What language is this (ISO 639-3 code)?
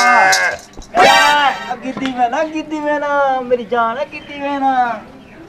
skr